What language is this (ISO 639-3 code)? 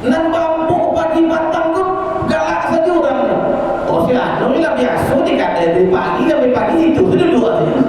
min